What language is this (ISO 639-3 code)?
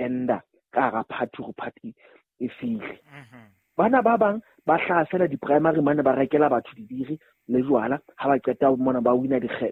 sot